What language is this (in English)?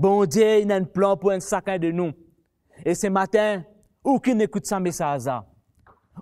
Morisyen